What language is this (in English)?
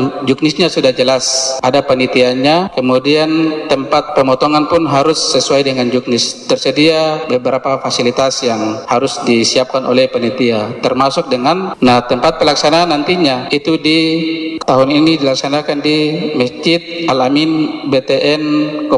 Indonesian